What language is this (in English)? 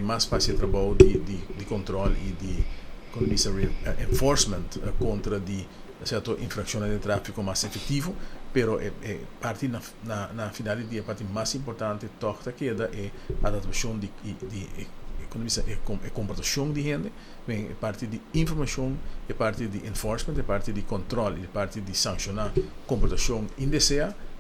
Papiamento